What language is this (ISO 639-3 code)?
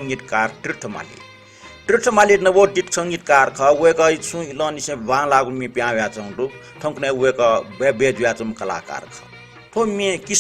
new